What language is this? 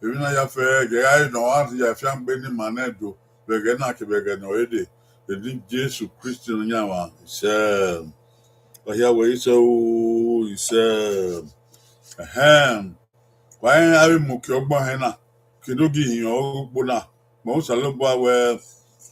Bini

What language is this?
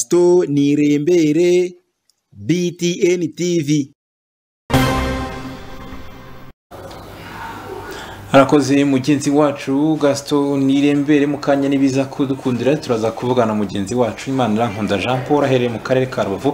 Kinyarwanda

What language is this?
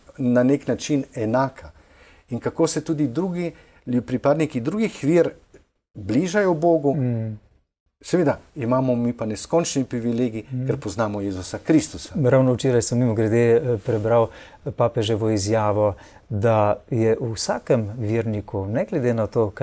Slovenian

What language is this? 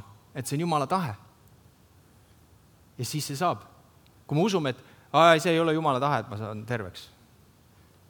Estonian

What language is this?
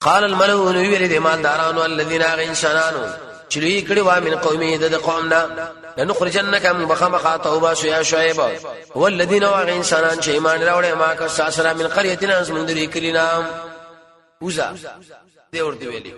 Pashto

